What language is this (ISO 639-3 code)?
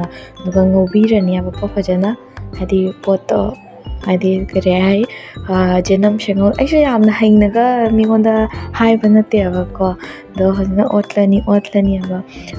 mni